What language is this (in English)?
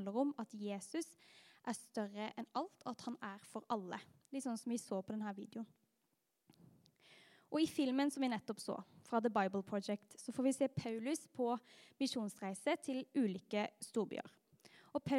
Norwegian